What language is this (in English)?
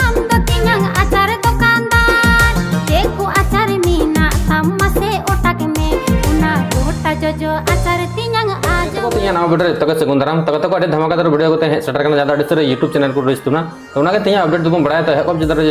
Santali